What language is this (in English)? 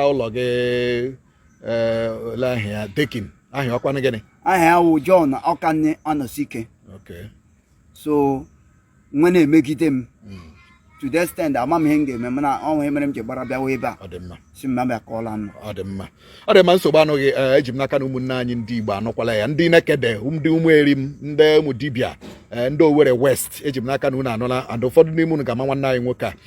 Igbo